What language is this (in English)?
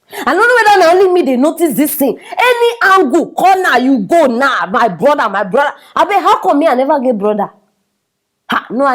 Nigerian Pidgin